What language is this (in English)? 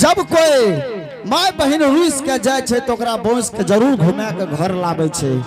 Angika